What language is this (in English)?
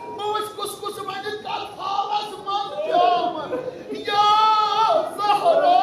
Kashmiri